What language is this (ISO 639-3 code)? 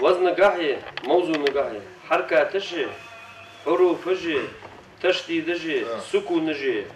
inh